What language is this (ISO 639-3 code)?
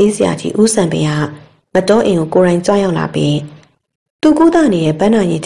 mya